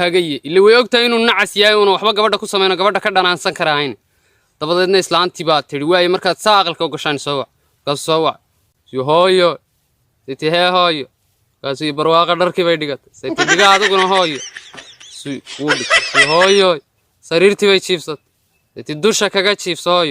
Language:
Somali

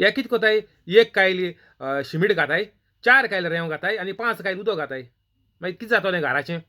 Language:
Konkani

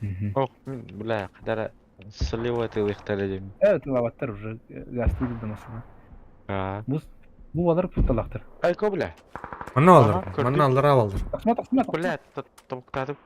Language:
Yakut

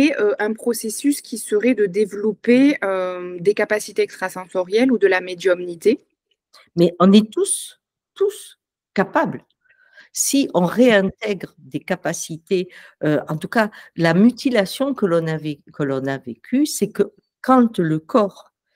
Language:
French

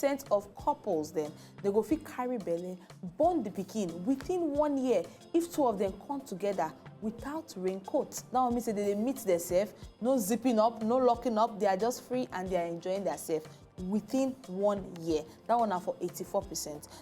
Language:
Nigerian Pidgin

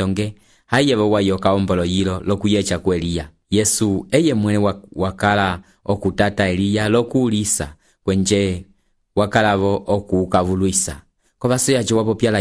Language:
Umbundu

